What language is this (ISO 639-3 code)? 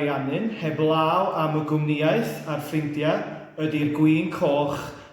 cym